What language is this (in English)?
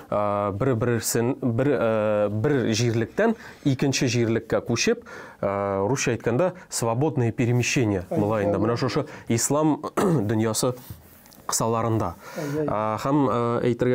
Tatar